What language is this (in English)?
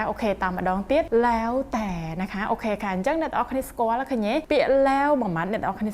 Khmer